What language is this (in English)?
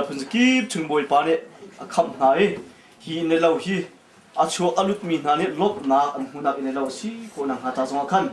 Hakha Chin